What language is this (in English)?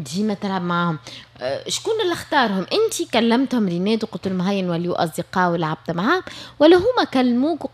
Tunisian Arabic